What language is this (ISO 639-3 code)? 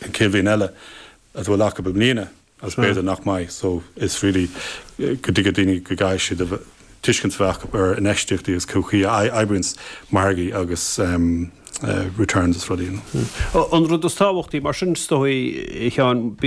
gle